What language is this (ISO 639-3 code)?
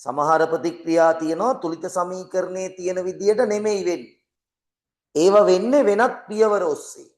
sin